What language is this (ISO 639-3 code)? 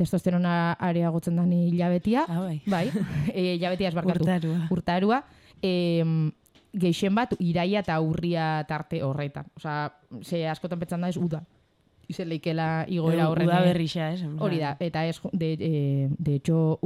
eus